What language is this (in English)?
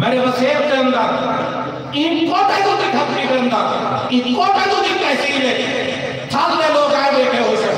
Saraiki